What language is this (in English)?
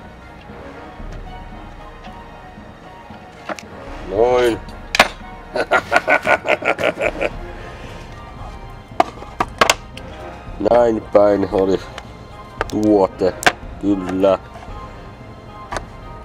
Finnish